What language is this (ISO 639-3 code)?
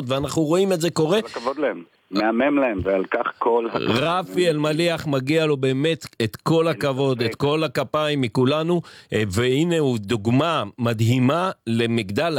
heb